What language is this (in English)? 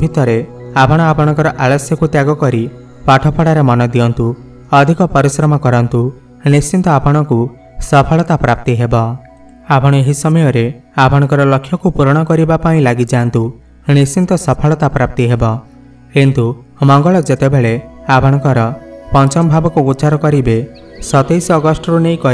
Odia